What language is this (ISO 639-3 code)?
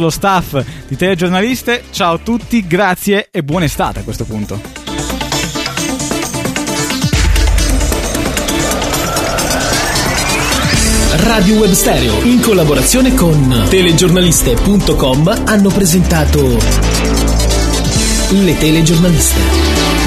ita